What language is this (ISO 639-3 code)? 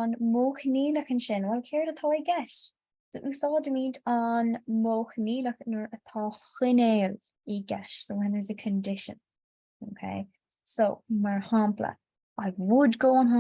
gle